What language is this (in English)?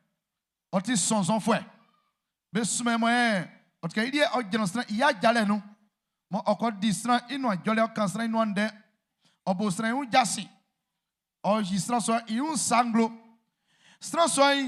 Baoulé